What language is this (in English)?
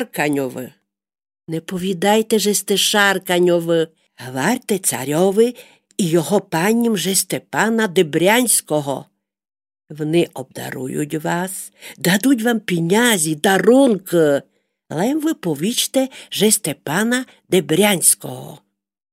Rusyn